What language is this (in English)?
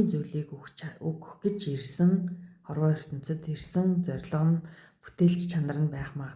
Mongolian